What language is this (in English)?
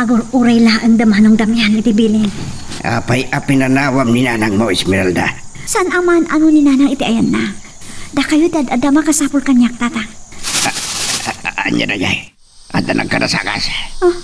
Iloko